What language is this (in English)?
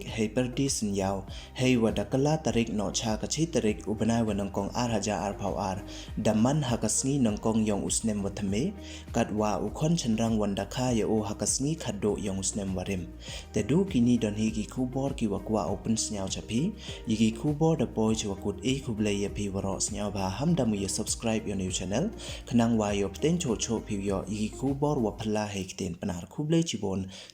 Pnar